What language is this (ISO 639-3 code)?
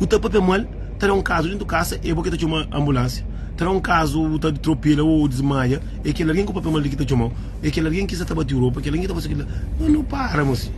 kea